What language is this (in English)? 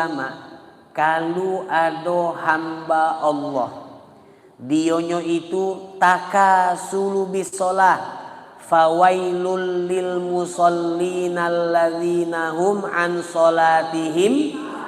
Musi